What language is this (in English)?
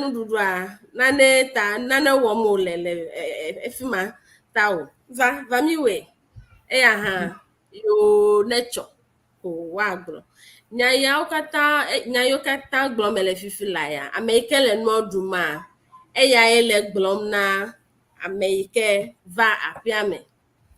Ewe